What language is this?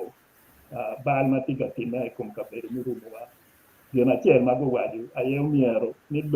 Acoli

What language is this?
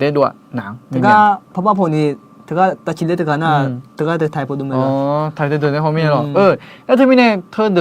Akha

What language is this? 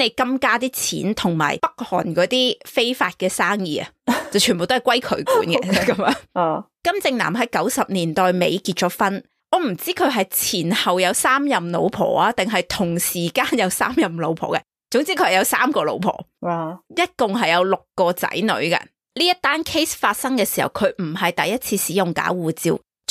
Cantonese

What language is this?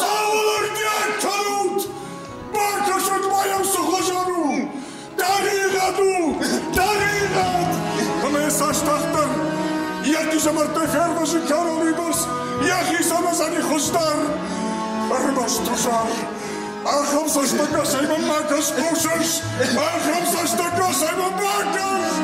Ossetic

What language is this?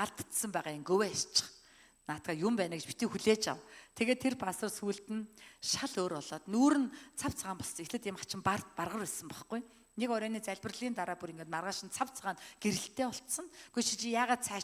Mongolian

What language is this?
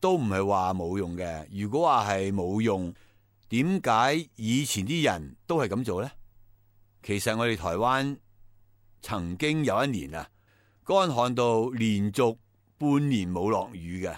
Cantonese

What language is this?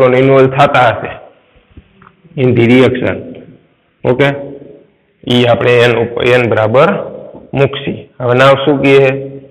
Gujarati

